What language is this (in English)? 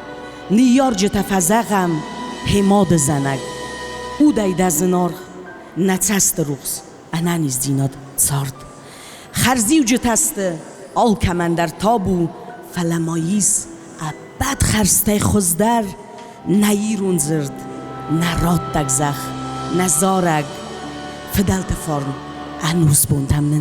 Ossetic